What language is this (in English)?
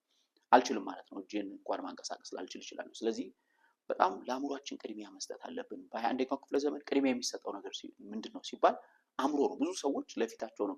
Amharic